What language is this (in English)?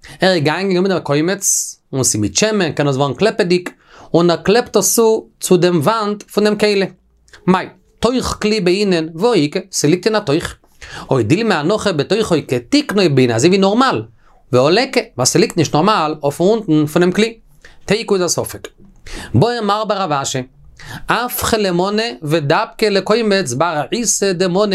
Yiddish